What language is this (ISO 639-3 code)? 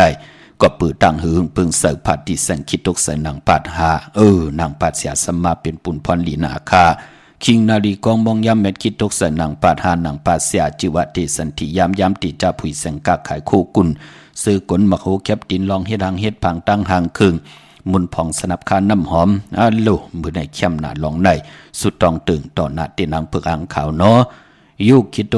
shn